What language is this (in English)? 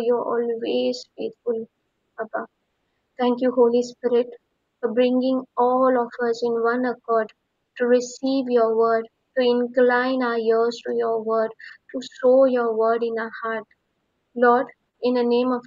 Konkani